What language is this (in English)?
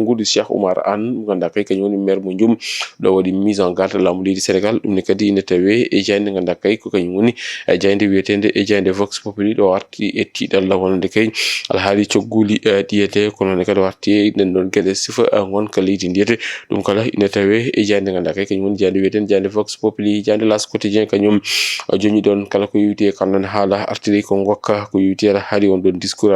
Fula